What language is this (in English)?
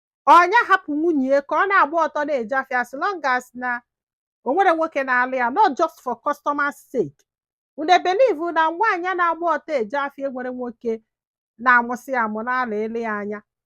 Igbo